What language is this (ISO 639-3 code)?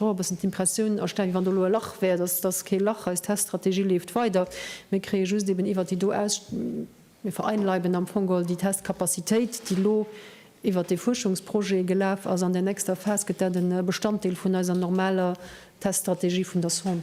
ltz